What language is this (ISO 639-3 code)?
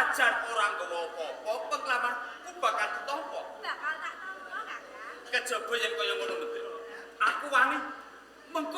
jav